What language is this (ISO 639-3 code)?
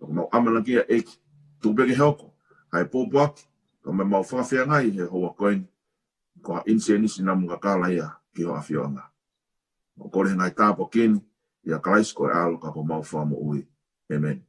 ton